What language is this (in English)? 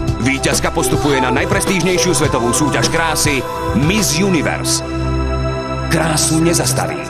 Slovak